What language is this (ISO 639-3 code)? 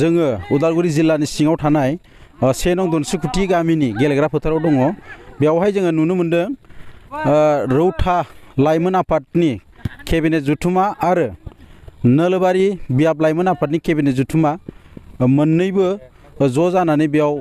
brx